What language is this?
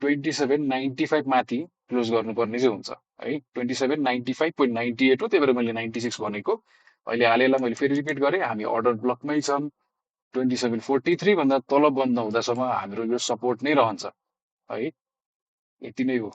Nepali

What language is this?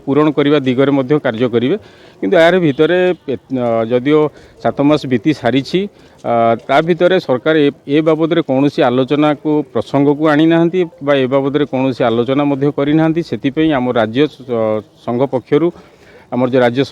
Odia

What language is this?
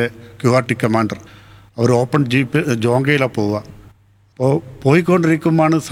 Malayalam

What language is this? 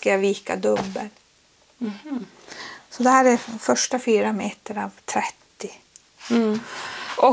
Swedish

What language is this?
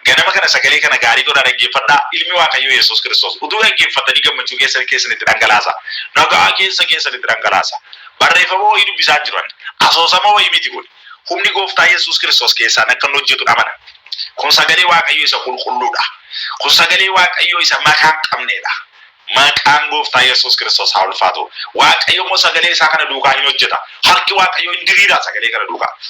Oromo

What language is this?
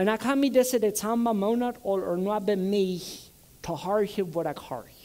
Plautdietsch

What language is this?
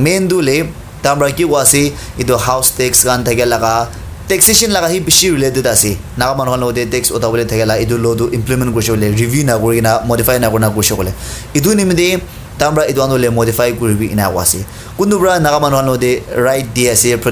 Naga Pidgin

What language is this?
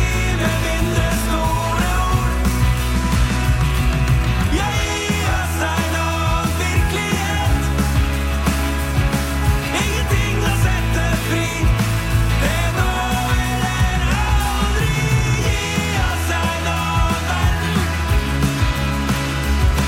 Norwegian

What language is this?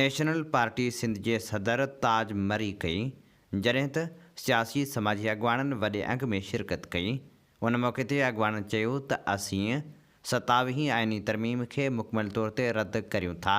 Sindhi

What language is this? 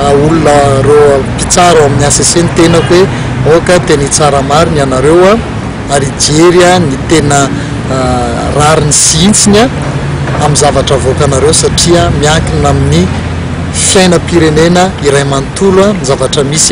Malagasy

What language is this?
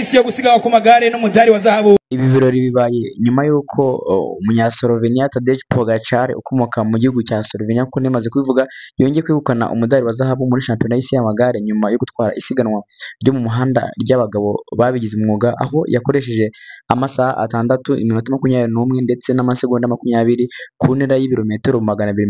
Kinyarwanda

